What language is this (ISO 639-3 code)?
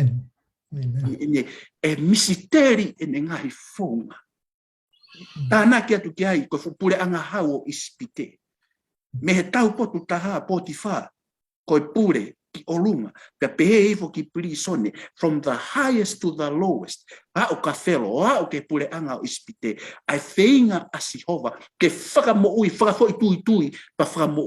ton